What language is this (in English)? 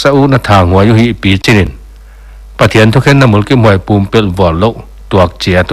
Paite Chin